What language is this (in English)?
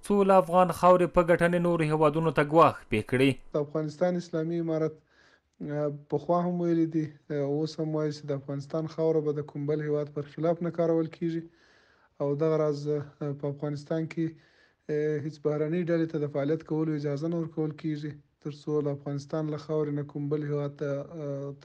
Pashto